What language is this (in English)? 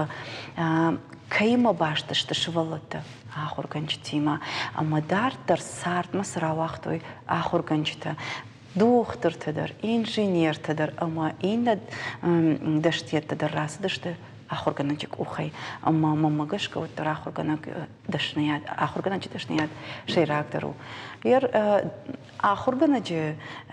Ossetic